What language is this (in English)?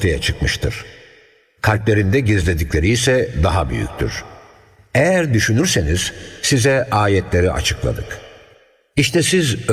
Turkish